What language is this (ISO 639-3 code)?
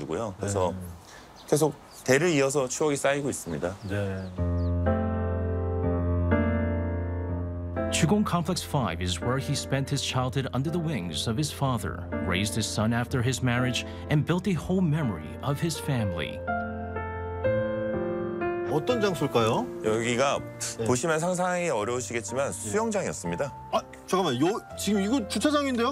kor